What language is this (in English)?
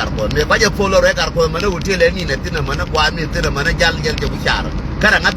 Nuer